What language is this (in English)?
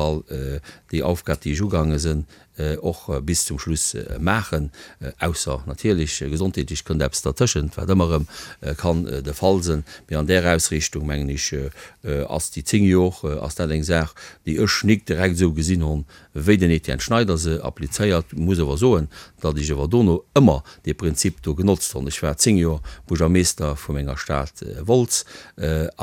Luxembourgish